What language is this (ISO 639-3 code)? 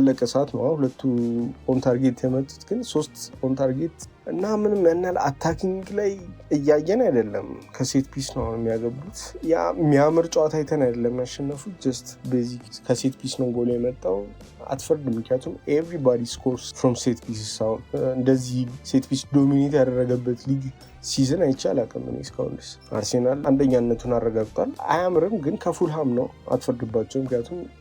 amh